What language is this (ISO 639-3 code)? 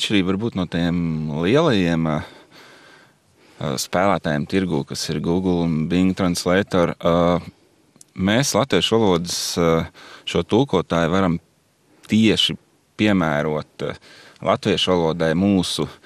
lav